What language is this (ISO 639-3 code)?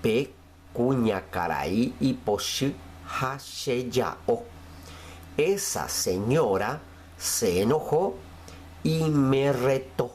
grn